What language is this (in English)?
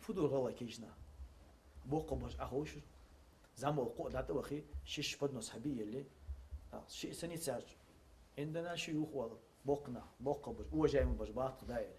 Ingush